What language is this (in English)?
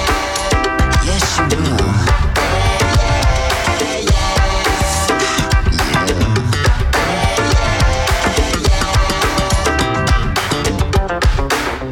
English